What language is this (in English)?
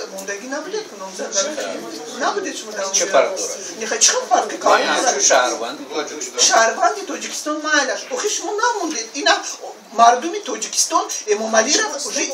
Tajik